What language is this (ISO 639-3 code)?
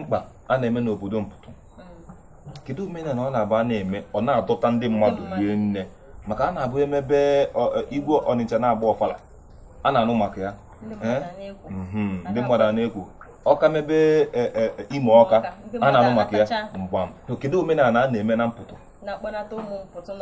ibo